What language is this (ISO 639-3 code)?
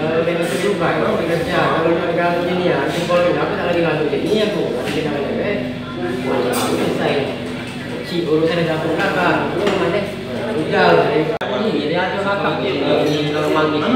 mui